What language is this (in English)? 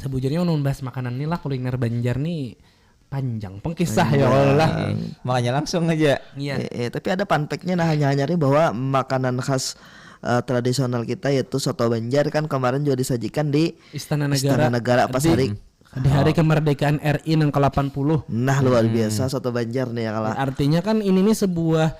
Banjar